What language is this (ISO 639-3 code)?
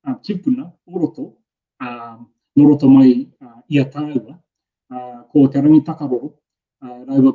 mri